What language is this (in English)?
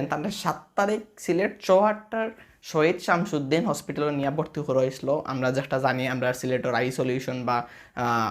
Sylheti